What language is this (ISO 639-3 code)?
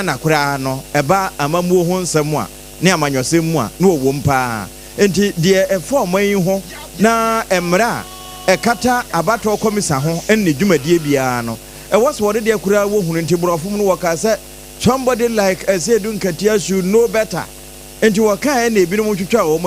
aka